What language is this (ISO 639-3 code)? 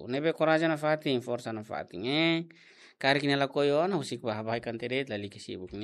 tet